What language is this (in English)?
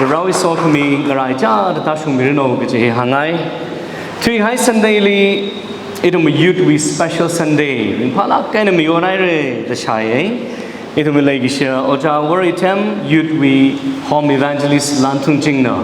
Tangkhul Naga (India)